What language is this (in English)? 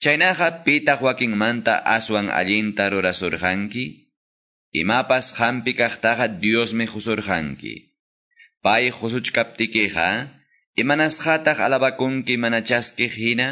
Quechua